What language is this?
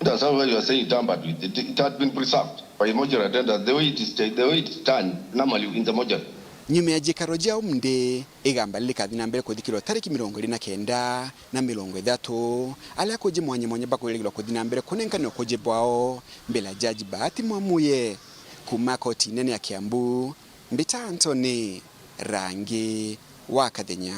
Meru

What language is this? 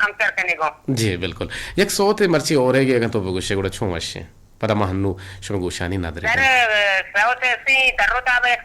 Eastern Balochi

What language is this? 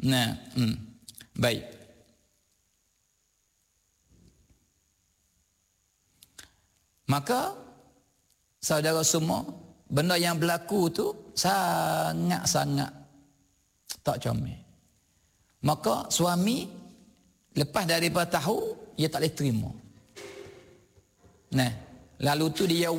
Malay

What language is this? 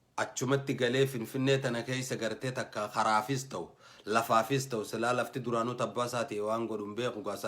Oromo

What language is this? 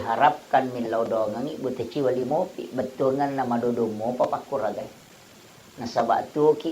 Buginese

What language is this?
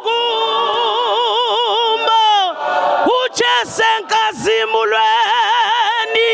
Zulu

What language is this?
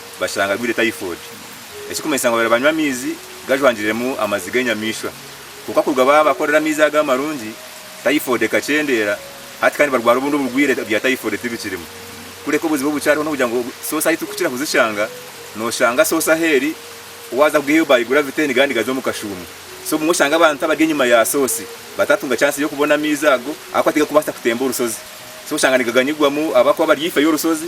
Nyankole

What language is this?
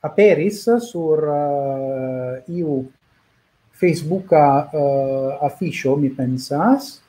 Esperanto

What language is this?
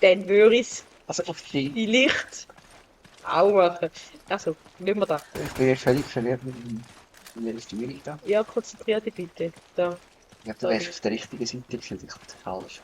Swiss German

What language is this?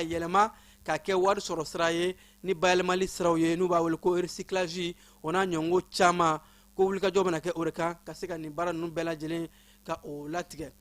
Bambara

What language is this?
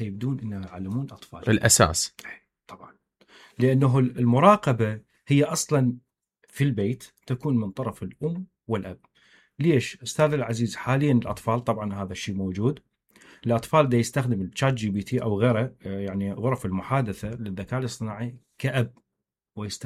Mesopotamian Arabic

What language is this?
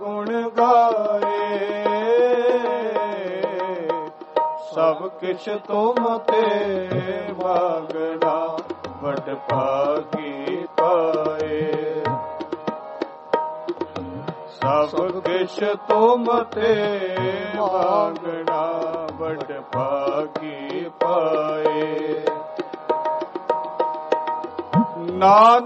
Punjabi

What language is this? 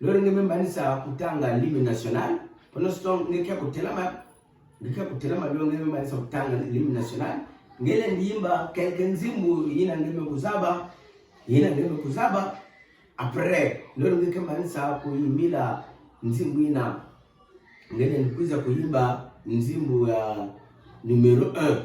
Kituba (Democratic Republic of Congo)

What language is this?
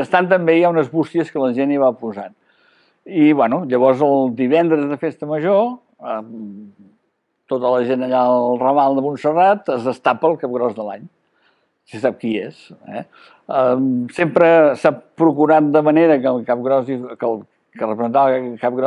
Catalan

